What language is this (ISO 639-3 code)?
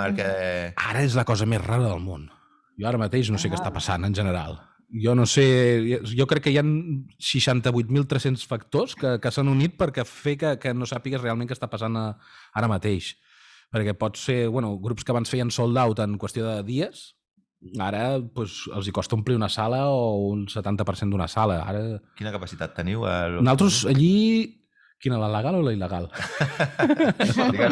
cat